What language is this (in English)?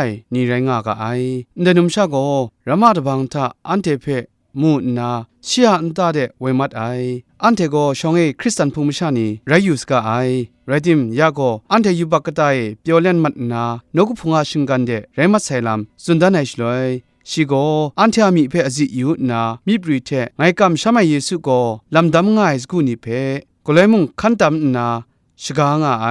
Kachin